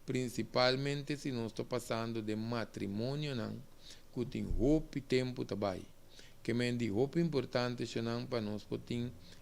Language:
Papiamento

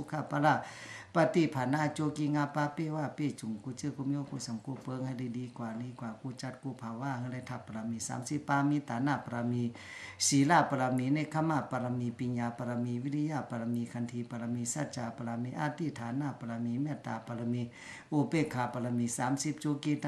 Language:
Shan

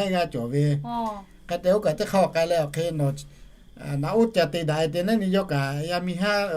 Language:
Lahu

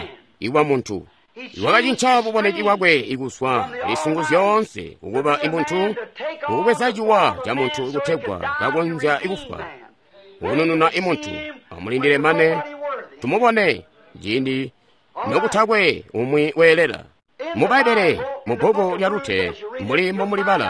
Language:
Tonga (Zambia)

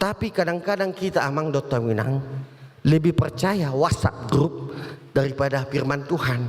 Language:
Batak Toba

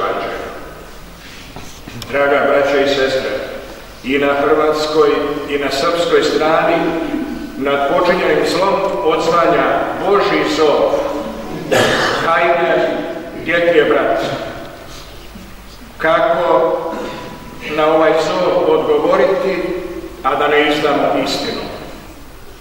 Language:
Croatian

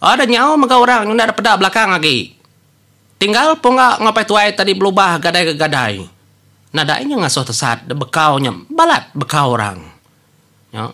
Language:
Iban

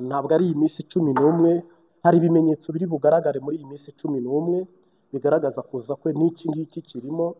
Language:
Kinyarwanda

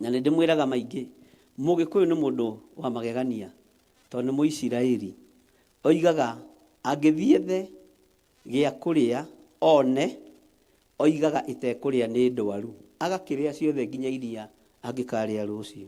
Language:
Kikuyu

